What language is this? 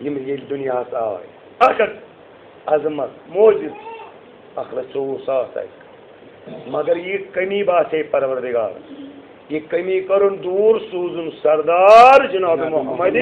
Kashmiri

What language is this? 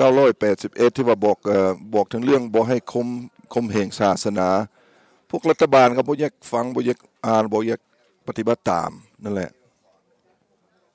Thai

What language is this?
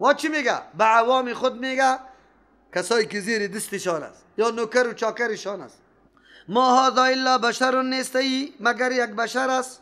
Persian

